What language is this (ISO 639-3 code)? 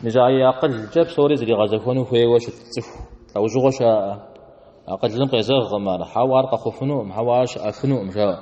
kbd